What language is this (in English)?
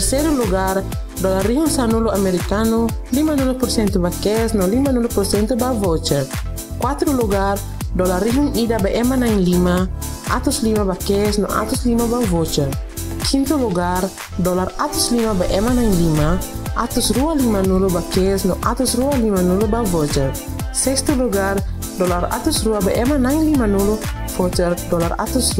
Tetum